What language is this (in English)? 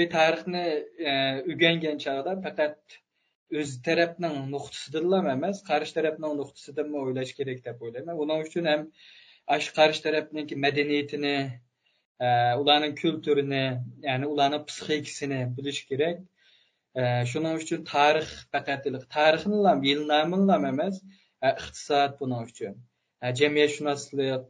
Uyghur